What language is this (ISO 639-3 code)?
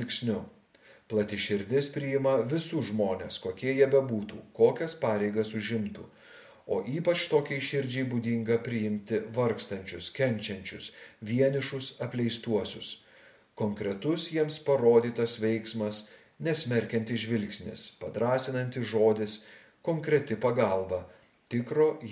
lit